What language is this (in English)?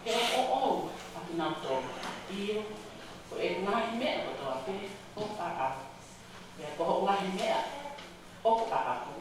Tongan